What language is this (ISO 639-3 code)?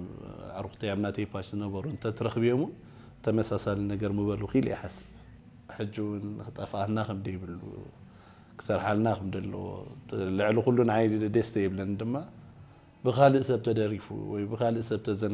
tir